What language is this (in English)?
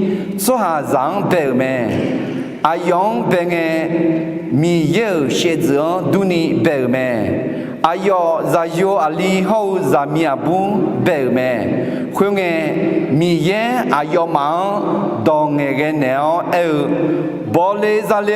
Akha